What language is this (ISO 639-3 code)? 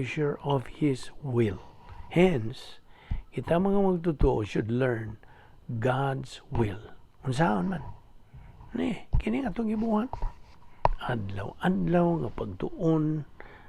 ceb